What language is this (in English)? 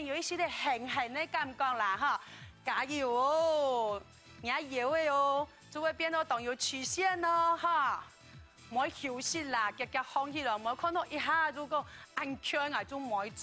Hakka Chinese